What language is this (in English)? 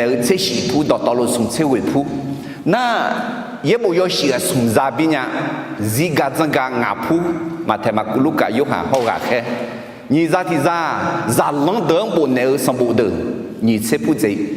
Akha